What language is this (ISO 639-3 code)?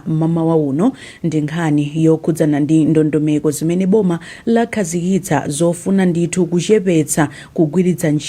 nya